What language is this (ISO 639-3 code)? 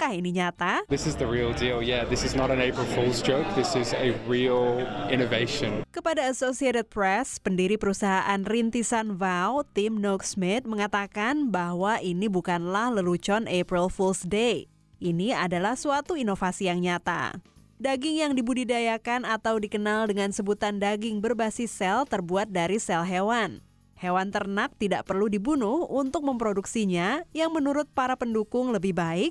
ind